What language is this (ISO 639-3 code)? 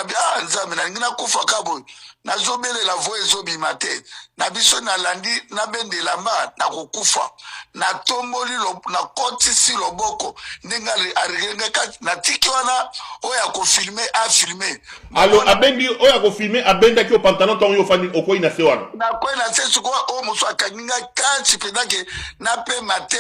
lin